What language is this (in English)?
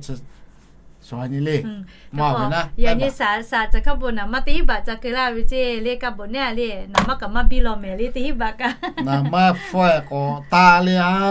Lahu